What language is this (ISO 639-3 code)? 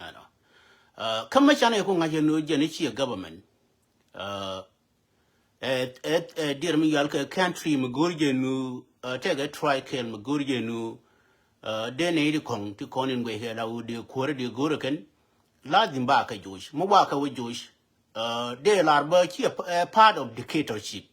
nus